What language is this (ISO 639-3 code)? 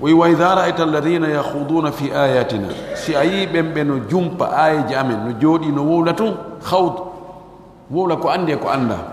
fuf